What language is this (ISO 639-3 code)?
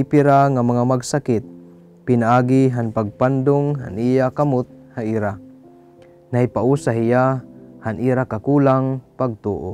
war